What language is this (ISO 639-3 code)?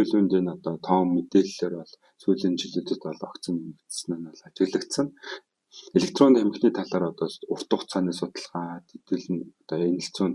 mon